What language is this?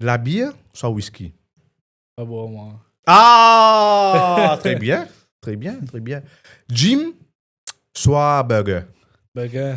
Morisyen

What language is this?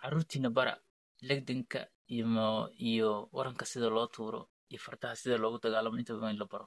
Somali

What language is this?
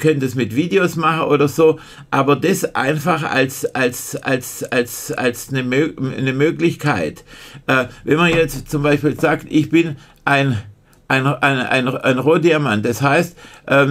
German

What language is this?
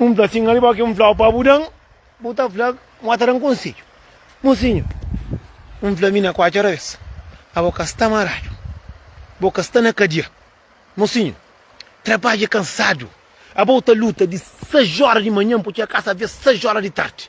Kabuverdianu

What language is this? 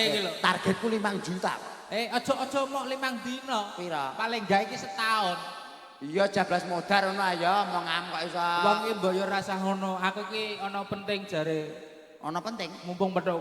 Javanese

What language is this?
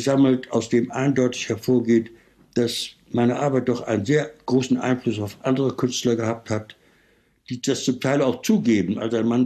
German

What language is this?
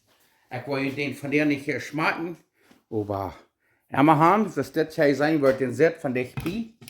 Plautdietsch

